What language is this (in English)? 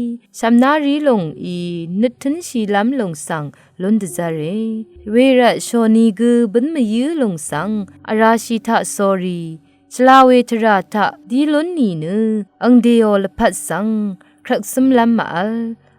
Rawang